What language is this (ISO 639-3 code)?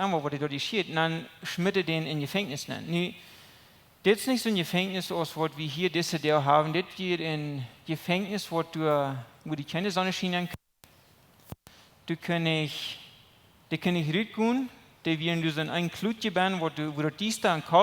pdt